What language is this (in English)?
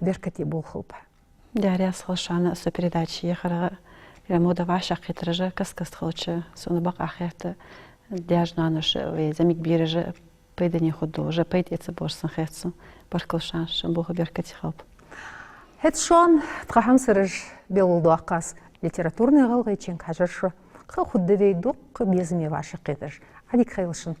Ingush